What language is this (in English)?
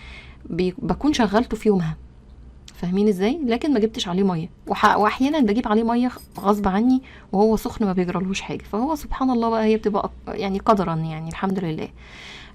Egyptian Arabic